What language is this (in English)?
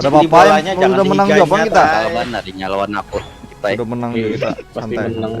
Banjar